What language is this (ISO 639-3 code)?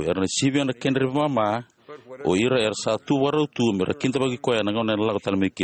fij